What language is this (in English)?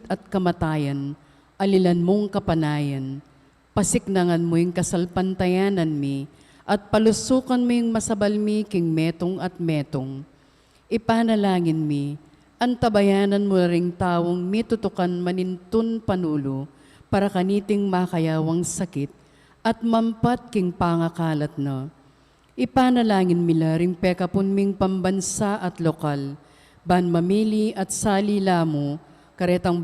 Pampanga